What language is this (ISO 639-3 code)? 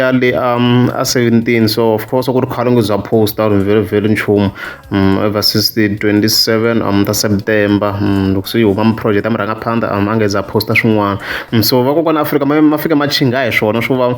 tso